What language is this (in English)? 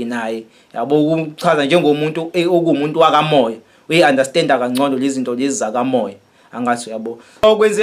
Zulu